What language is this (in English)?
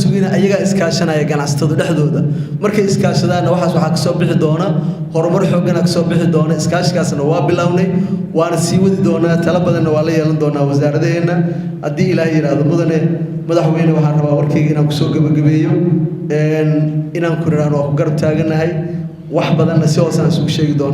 Somali